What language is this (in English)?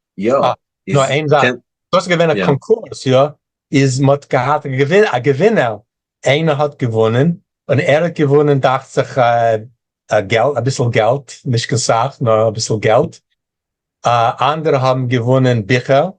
Yiddish